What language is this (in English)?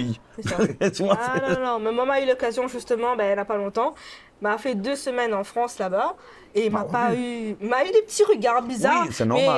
Réunion Creole French